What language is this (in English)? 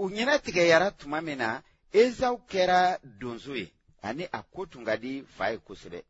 Bambara